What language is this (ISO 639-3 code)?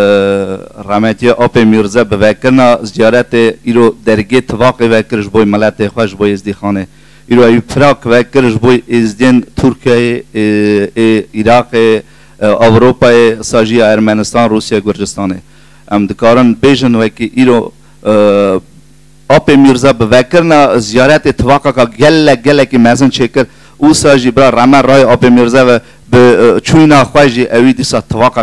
kur